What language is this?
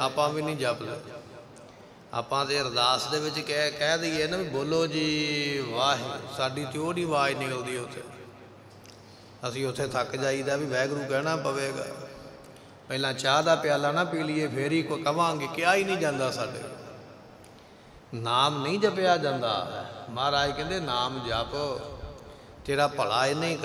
Punjabi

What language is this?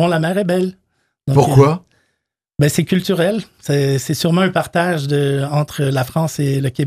French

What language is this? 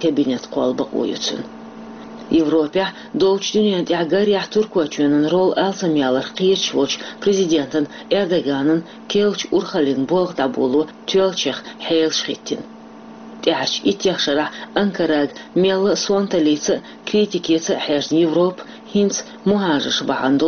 Chechen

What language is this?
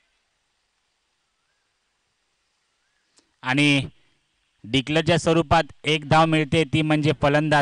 Marathi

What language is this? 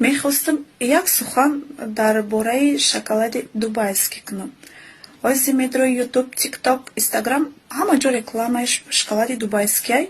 Tajik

